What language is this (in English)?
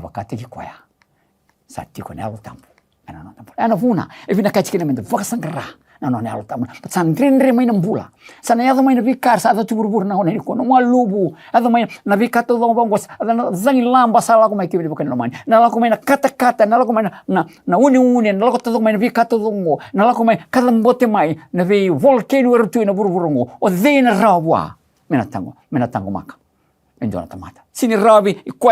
Fijian